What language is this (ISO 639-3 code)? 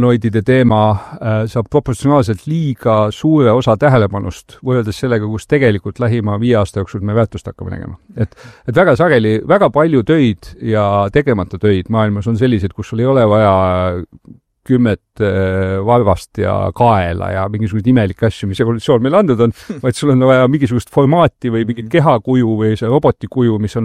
est